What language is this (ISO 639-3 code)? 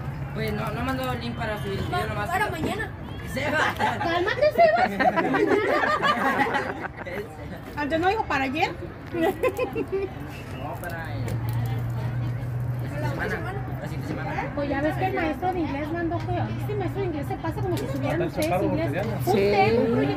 spa